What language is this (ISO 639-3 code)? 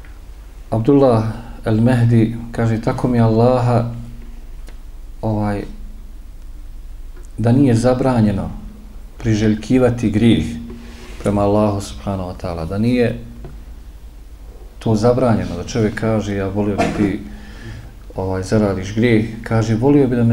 bos